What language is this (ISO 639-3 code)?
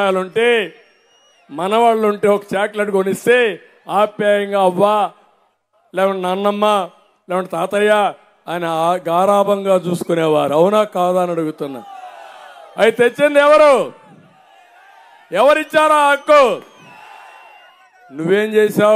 tel